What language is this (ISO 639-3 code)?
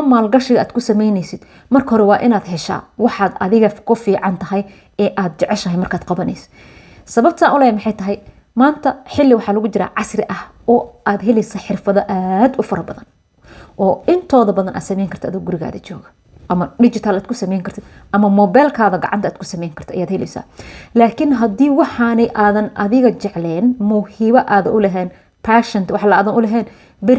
som